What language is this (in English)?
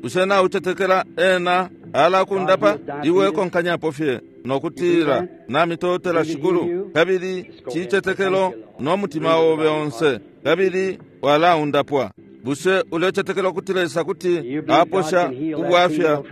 Bemba